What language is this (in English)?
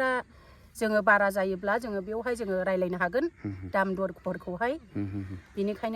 Bodo